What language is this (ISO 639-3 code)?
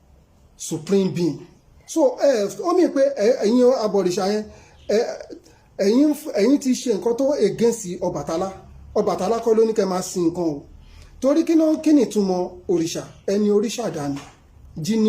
yor